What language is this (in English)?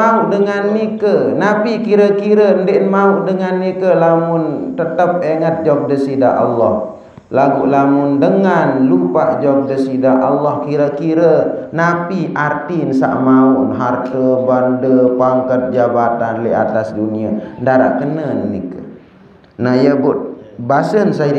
Sasak